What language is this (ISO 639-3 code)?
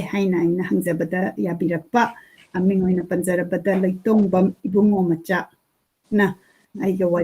mni